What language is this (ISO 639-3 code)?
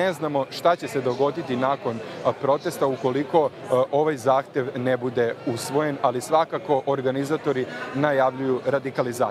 srp